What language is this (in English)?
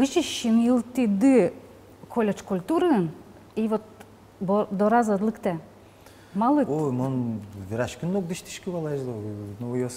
Udmurt